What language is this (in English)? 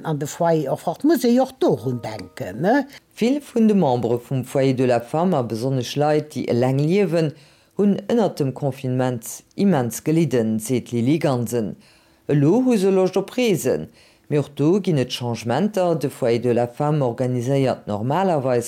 Luxembourgish